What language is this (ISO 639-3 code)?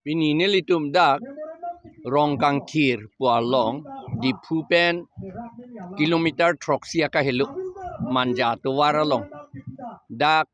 mjw